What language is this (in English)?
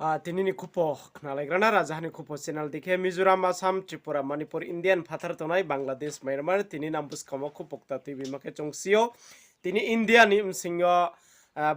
Riang (India)